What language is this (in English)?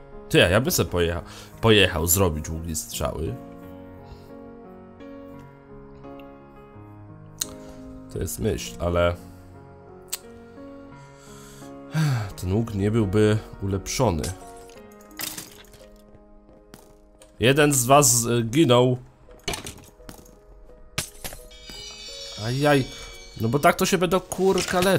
Polish